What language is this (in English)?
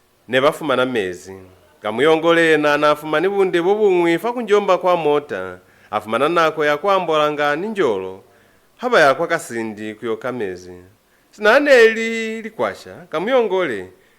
Lozi